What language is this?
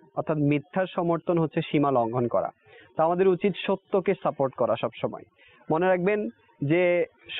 Bangla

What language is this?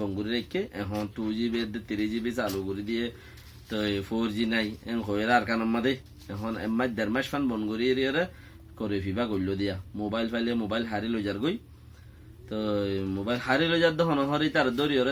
Rohingya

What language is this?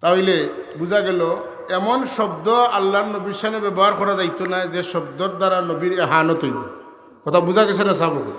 Sylheti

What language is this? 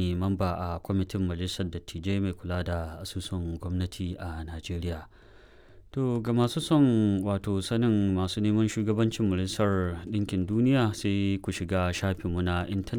Hausa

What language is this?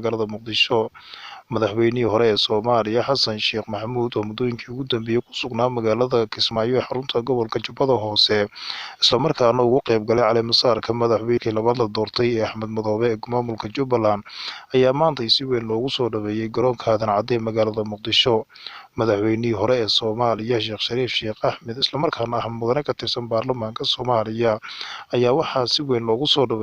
Somali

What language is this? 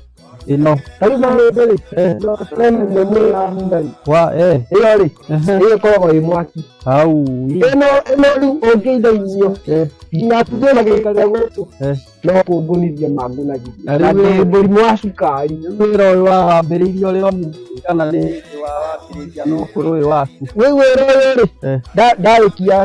Kikuyu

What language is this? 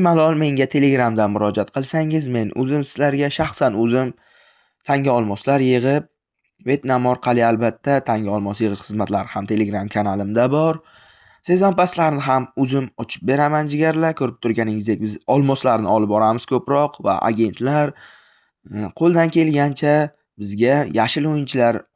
Uzbek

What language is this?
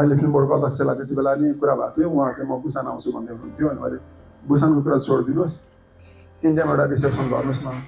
Nepali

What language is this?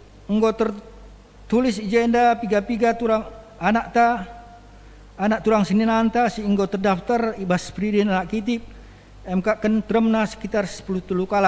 Batak Karo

